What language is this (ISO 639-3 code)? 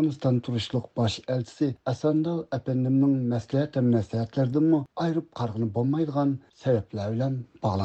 uig